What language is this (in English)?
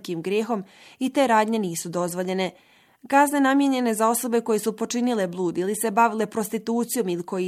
Bosnian